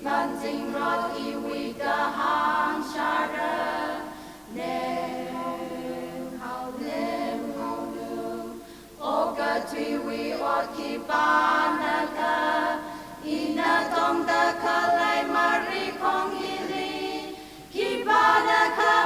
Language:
Tangkhul Naga (India)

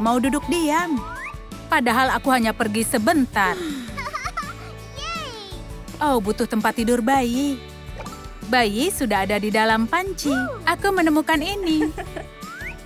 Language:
Indonesian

